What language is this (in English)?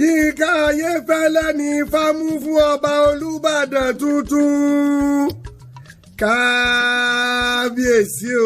Yoruba